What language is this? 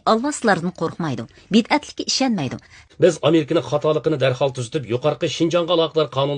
Uyghur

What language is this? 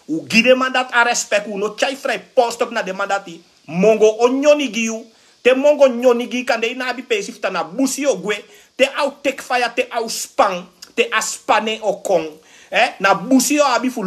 Sranan Tongo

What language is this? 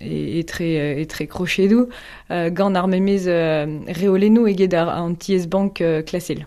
Breton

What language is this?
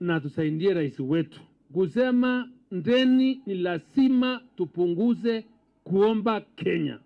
Meru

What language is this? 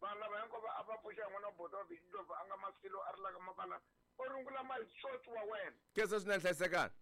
Tsonga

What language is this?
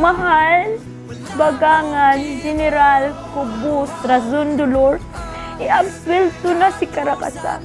Hiligaynon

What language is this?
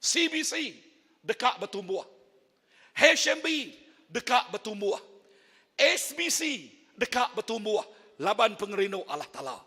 Iban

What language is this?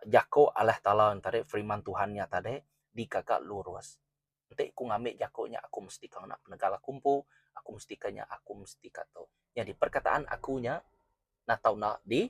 Iban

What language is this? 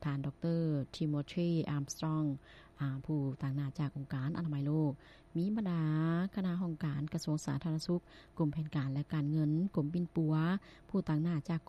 Lao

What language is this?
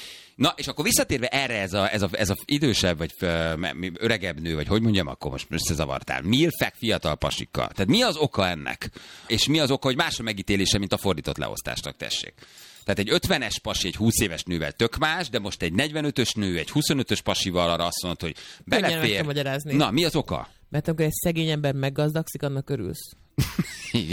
Hungarian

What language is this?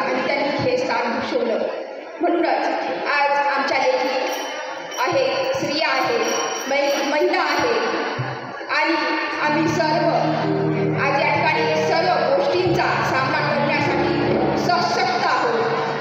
Marathi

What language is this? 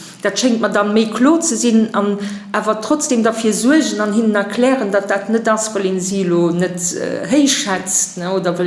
Luxembourgish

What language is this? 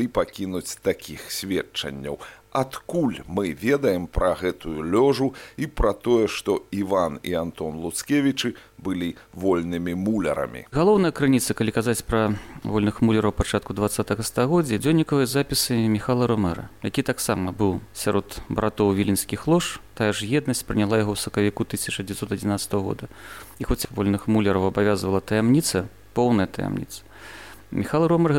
Belarusian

